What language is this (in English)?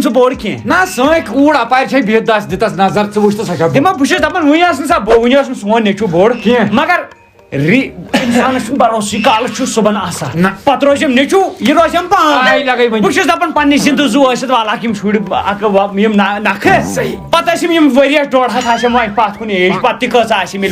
Kashmiri